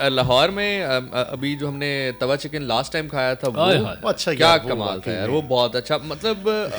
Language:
Urdu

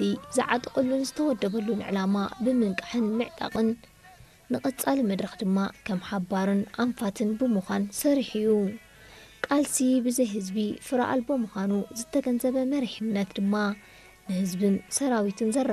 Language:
Tigrinya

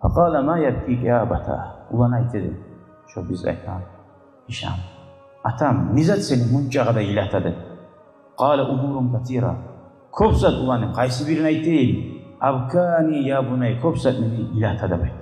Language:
Kumyk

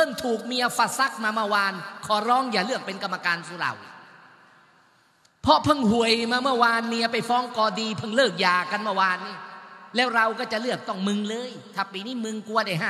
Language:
Thai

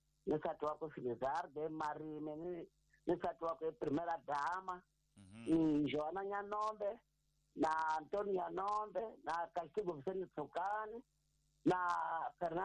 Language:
Tsonga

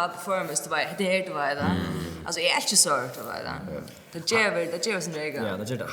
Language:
Faroese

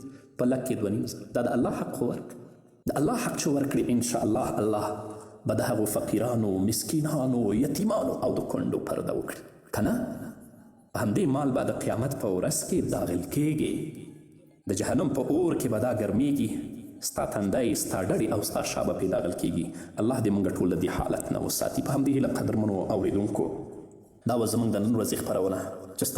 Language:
Pashto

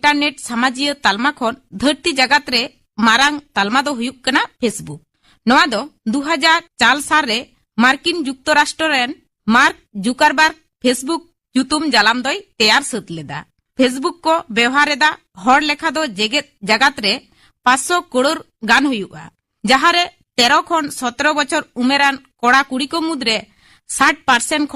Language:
Santali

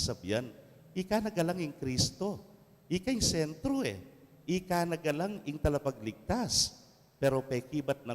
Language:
Pampanga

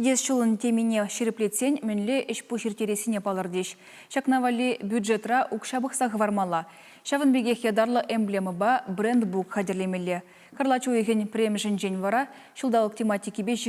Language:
Chuvash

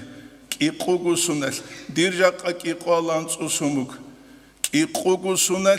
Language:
Avaric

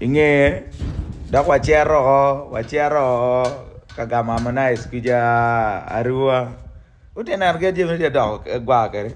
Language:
Acoli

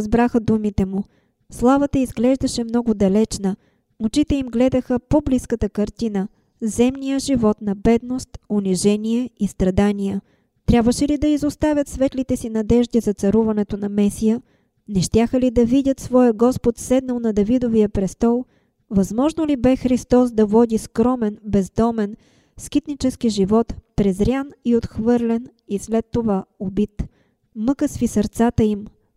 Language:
Bulgarian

